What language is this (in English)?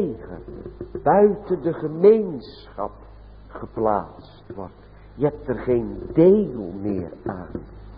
Dutch